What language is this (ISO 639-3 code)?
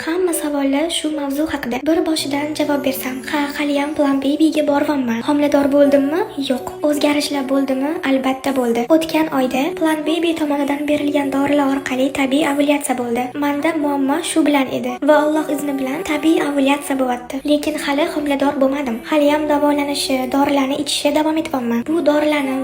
uzb